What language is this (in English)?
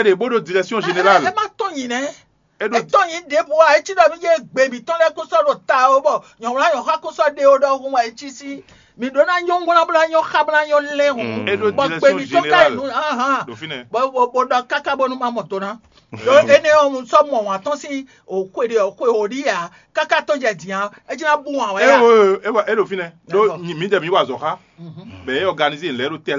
Fon